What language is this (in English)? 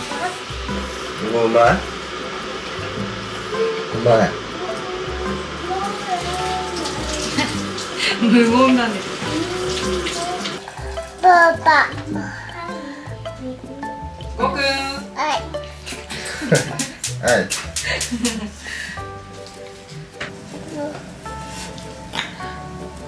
Japanese